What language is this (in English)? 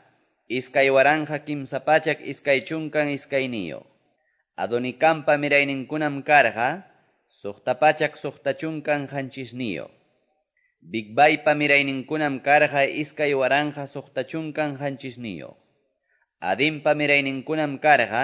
Quechua